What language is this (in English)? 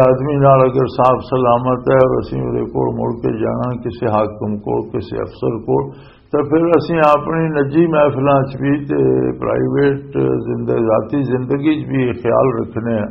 Western Panjabi